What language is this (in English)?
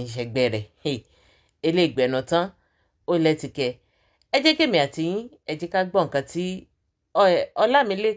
Yoruba